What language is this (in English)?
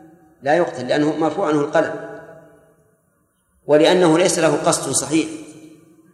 Arabic